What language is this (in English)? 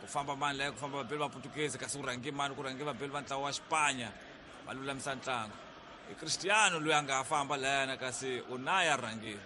Tsonga